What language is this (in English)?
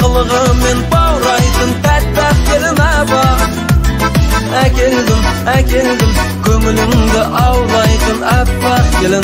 Kazakh